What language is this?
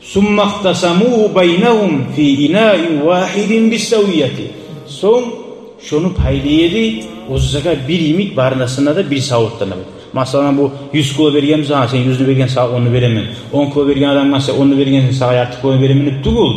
Kumyk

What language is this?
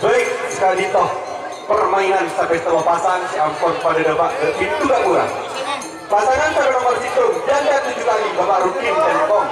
Madurese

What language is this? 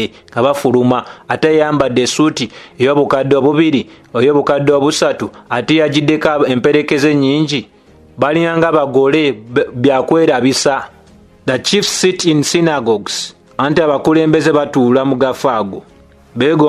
Ganda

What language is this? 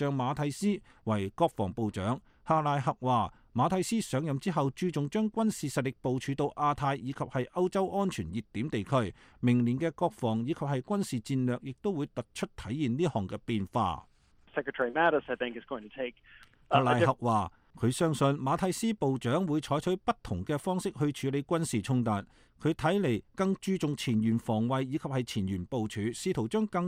Cantonese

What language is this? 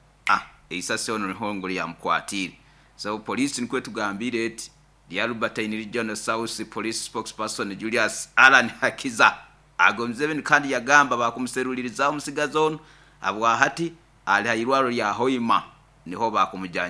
Nyoro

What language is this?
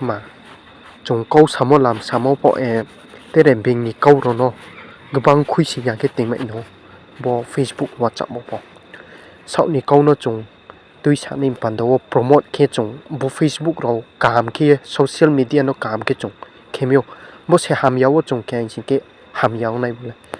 Riang (India)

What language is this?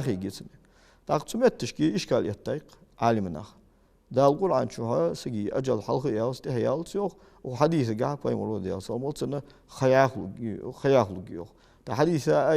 Ingush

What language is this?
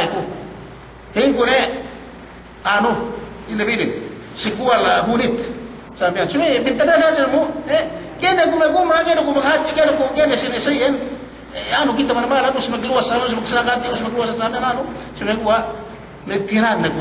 Yakan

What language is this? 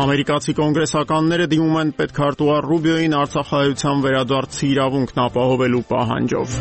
Armenian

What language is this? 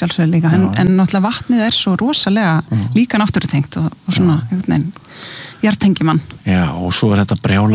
Icelandic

